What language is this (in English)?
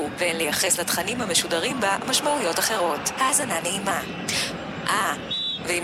Hebrew